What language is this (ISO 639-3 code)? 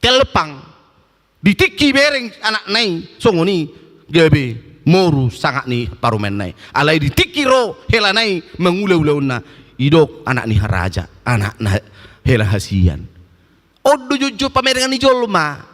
bbc